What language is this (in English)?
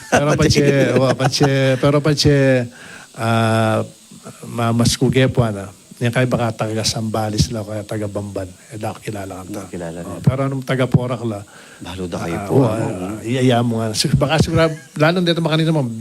Pampanga